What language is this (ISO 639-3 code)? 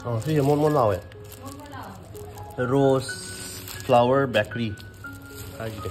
mni